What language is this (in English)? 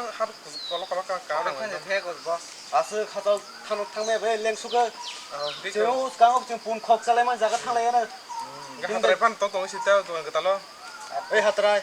Kok Borok